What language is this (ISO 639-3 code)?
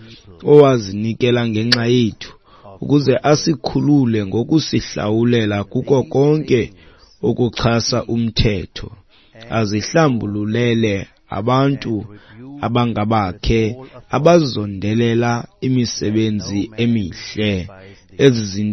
xho